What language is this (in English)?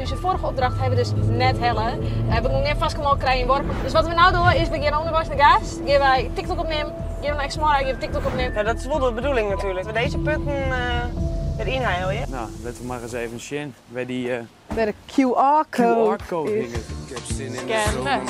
Western Frisian